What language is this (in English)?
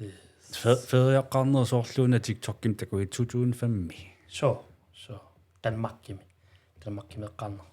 Kalaallisut